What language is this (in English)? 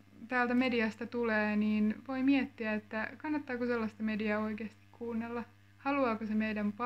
Finnish